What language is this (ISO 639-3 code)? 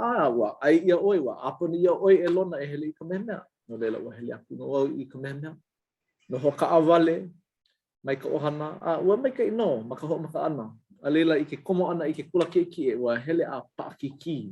haw